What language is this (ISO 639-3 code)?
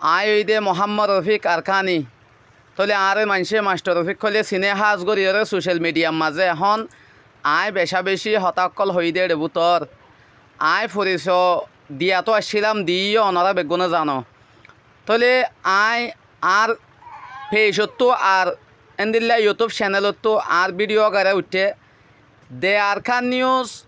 rhg